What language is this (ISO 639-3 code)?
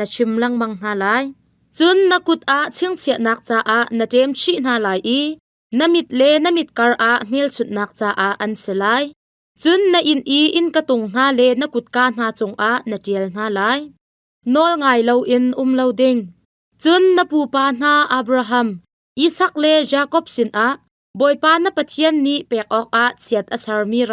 cnh